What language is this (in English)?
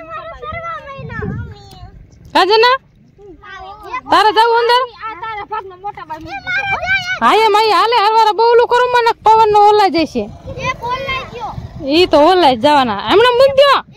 Gujarati